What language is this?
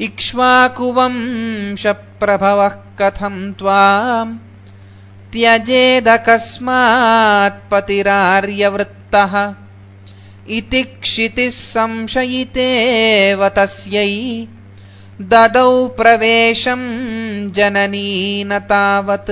Sanskrit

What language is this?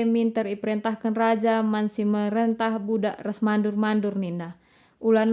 Batak Karo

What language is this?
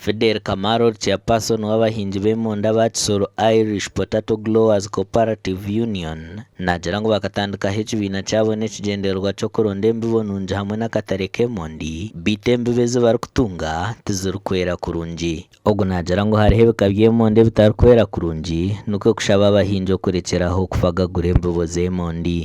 Nyankole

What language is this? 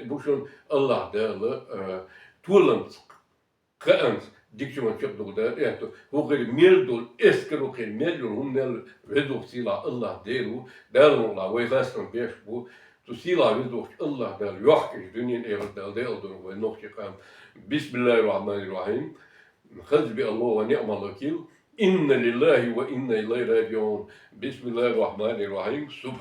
Chechen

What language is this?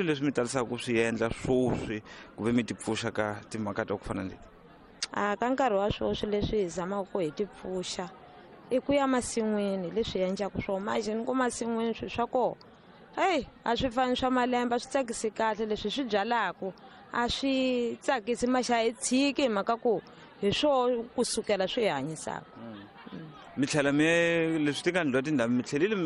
Tsonga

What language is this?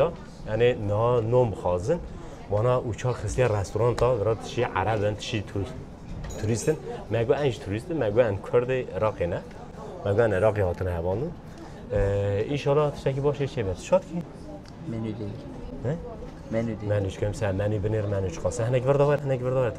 Kurdish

